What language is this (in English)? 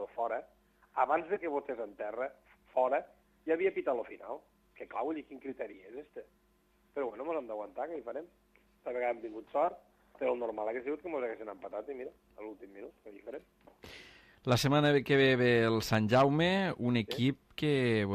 Catalan